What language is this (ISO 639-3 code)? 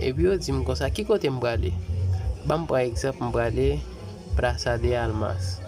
hat